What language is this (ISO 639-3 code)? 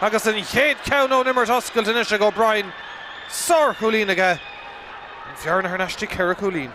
gle